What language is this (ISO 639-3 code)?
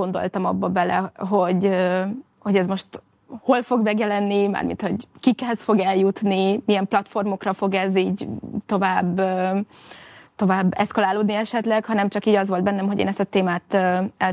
hun